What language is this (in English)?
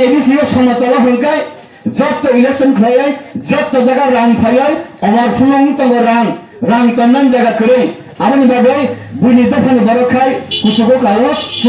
Kok Borok